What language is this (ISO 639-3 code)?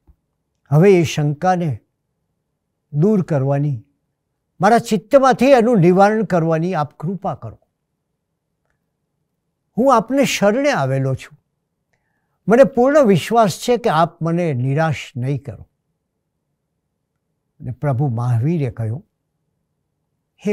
guj